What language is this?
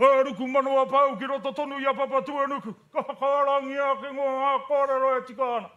Māori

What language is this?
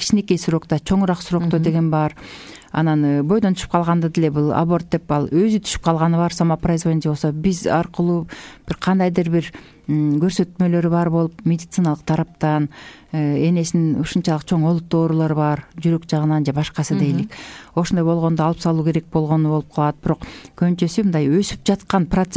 Kyrgyz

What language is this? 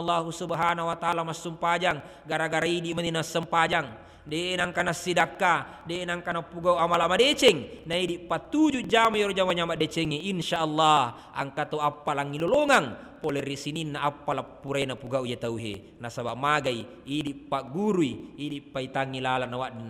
Buginese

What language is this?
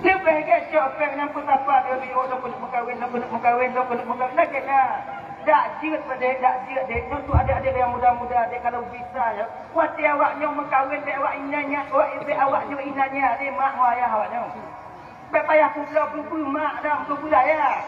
Achinese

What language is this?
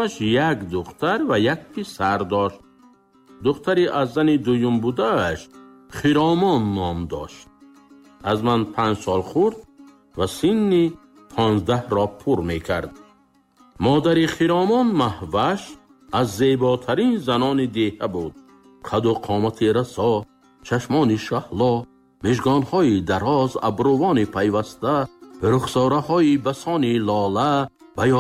Tajik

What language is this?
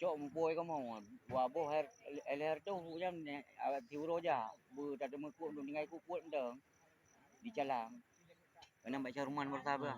Achinese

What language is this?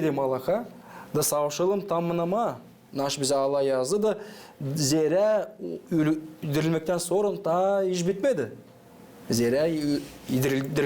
Gagauz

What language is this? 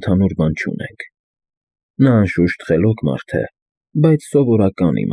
Armenian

